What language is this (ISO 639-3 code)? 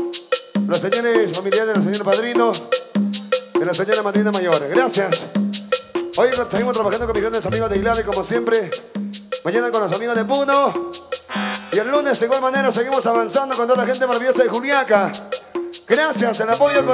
spa